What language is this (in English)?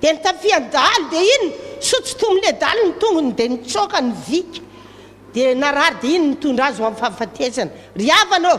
Malagasy